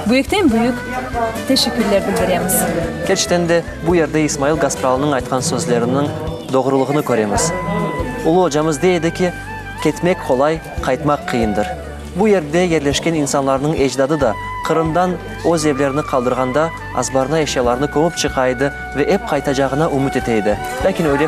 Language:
Crimean Tatar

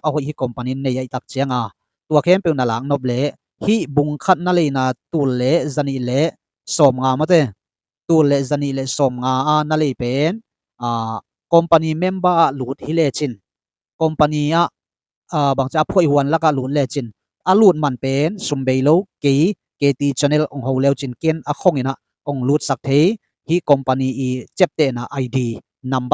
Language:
Tedim Chin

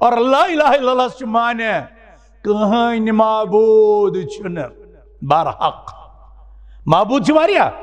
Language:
Kashmiri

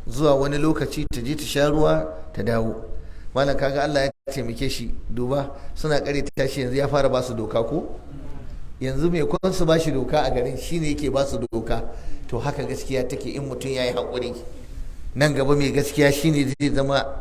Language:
Hausa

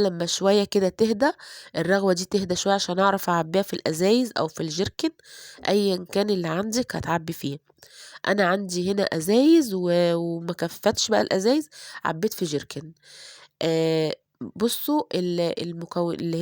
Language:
Egyptian Arabic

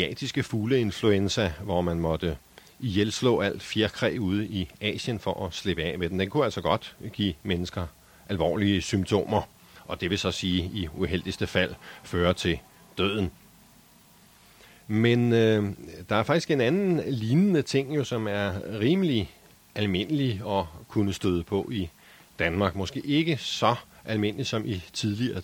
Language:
Danish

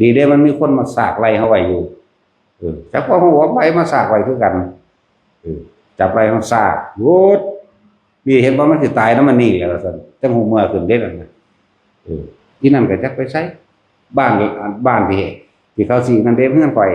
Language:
Northeastern Thai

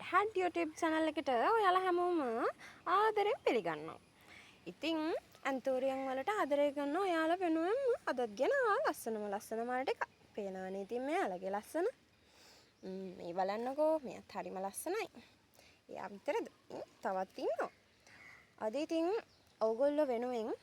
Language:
Sinhala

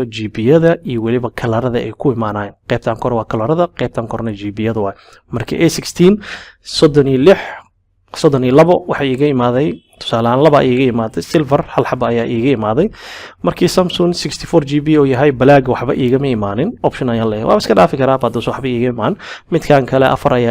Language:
Somali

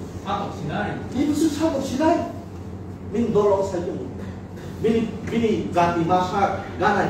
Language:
Kok Borok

